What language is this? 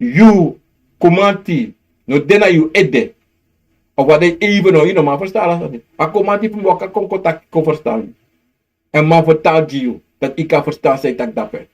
Sranan Tongo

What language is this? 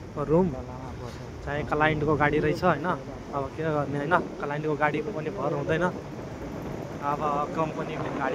Nepali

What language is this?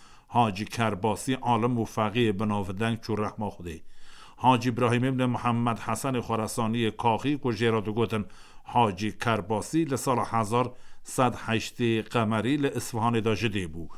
Kurdish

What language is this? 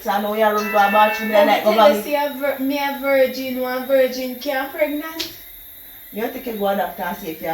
Jamaican Creole English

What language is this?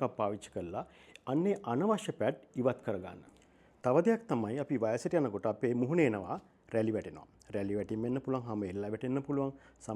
Sinhala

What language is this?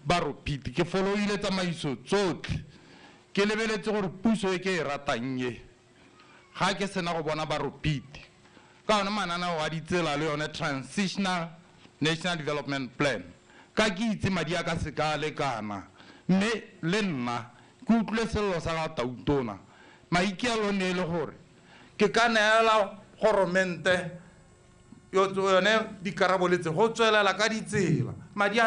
Tswana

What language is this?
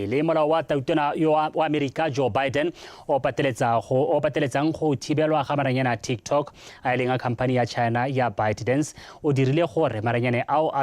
Tswana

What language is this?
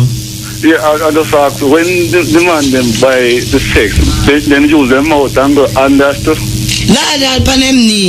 Jamaican Creole English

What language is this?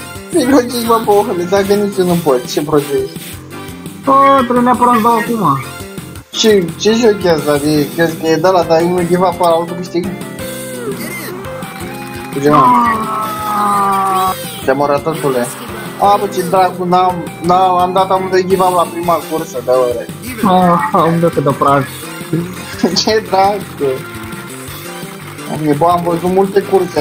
Romanian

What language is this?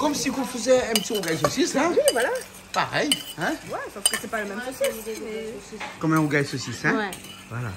Réunion Creole French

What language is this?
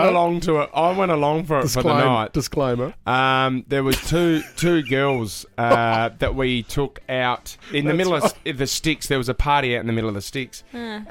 English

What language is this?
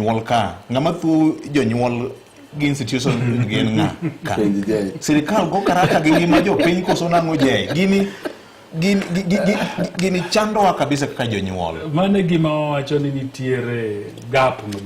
Luo (Kenya and Tanzania)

